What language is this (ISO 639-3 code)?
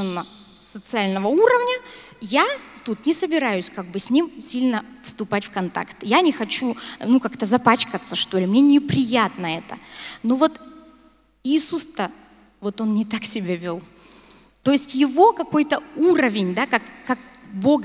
rus